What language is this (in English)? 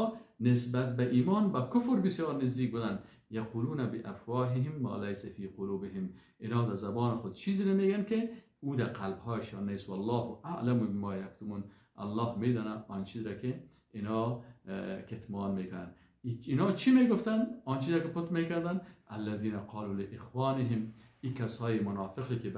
Persian